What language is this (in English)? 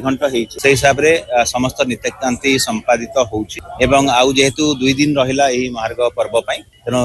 Odia